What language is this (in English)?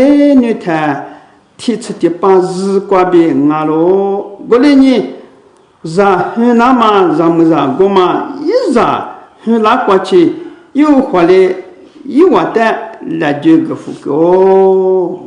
Lisu